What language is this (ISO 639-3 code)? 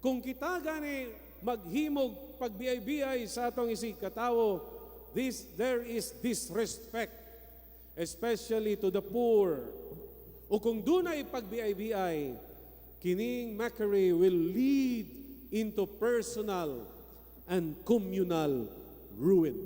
ceb